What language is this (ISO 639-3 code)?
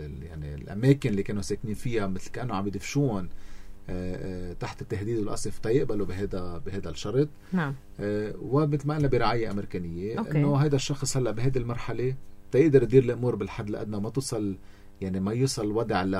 apc